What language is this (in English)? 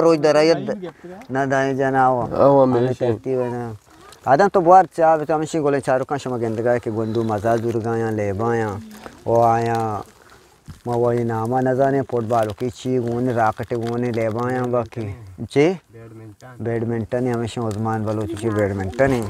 Eastern Balochi